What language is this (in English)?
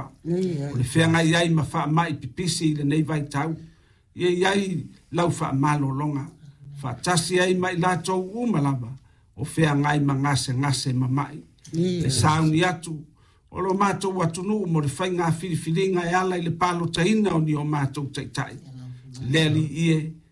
Samoan